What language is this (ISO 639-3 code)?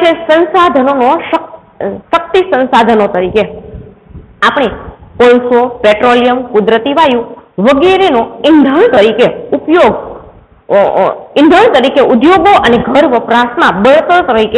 guj